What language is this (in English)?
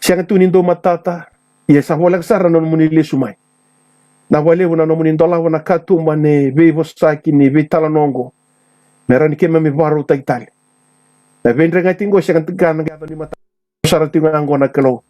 Fijian